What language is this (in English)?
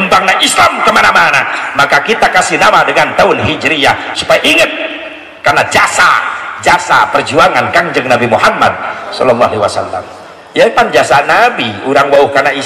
Sundanese